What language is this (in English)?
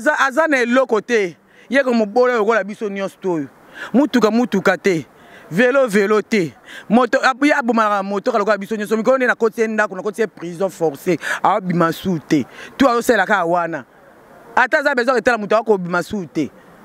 Lingala